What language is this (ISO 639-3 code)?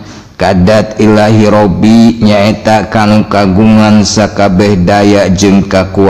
sun